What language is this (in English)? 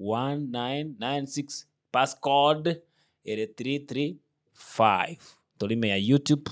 Gusii